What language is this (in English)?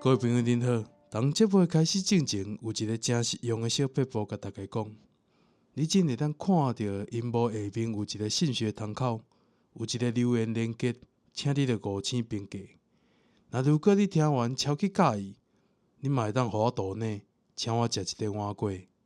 Min Nan Chinese